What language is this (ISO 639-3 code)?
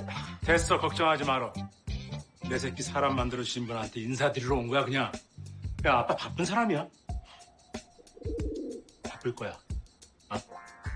kor